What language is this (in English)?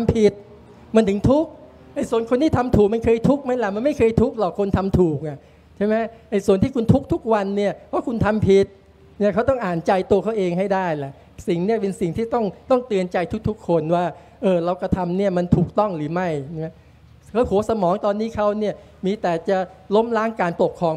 Thai